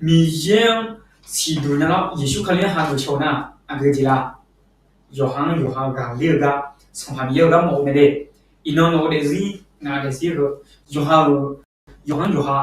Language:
Akha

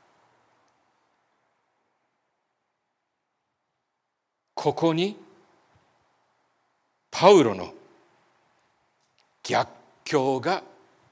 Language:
Japanese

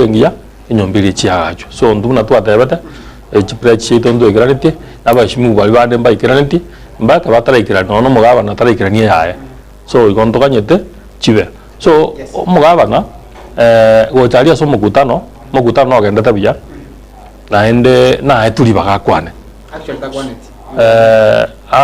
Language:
Gusii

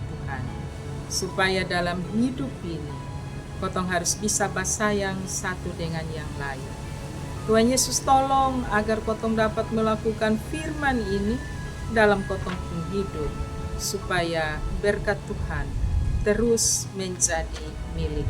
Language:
Kupang Malay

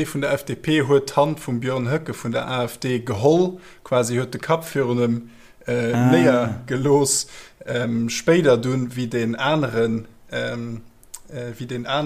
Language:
Luxembourgish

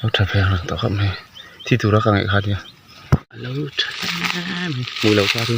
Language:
Mizo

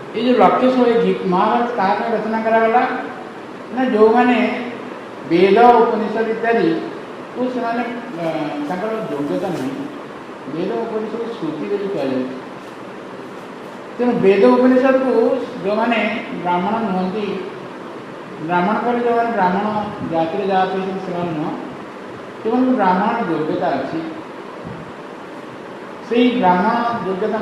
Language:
Odia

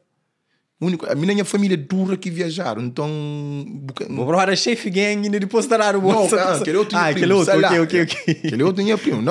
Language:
Kabuverdianu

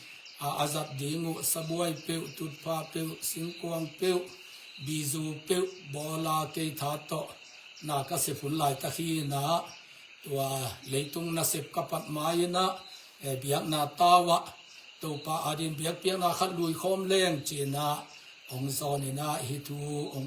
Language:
Tedim Chin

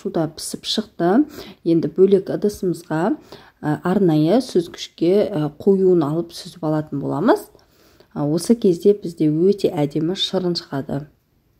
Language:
Kazakh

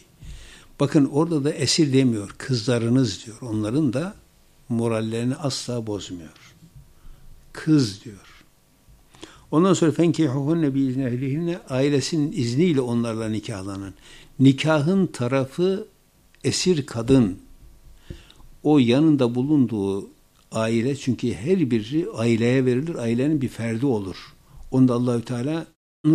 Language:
Turkish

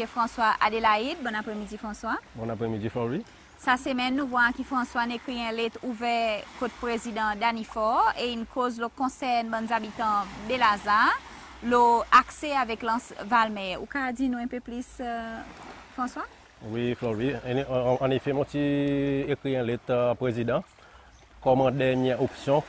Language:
Seselwa Creole French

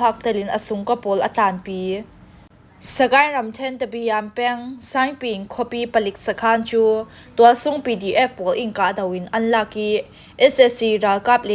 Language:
Falam Chin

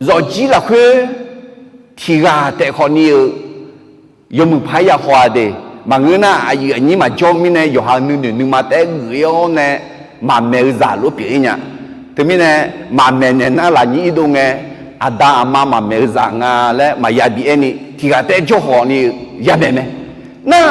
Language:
Akha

